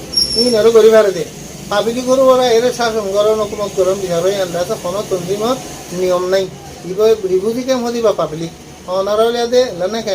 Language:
Rohingya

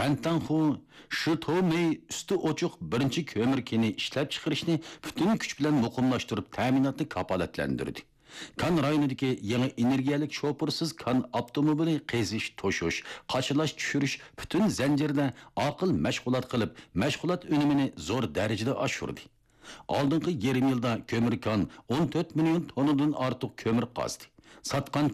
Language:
Uyghur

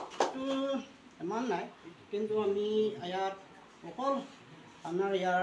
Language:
Karbi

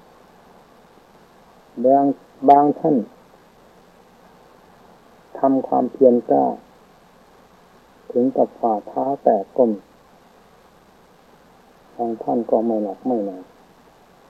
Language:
Thai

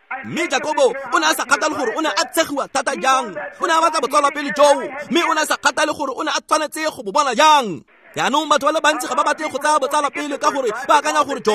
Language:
Tswana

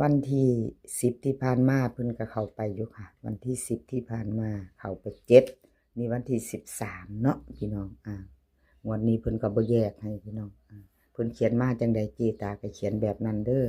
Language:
Northeastern Thai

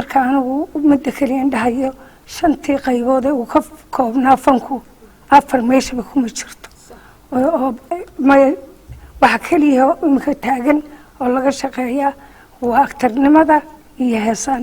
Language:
Somali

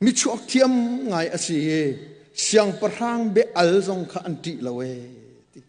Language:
Hakha Chin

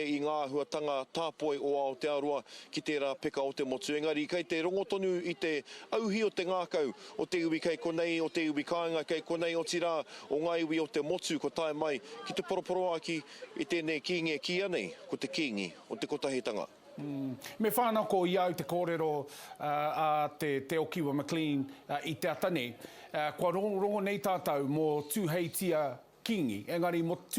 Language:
Māori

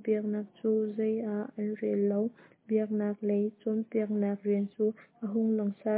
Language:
Hakha Chin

